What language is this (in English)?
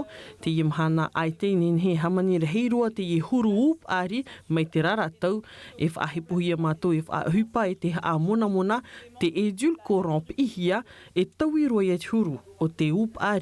Tahitian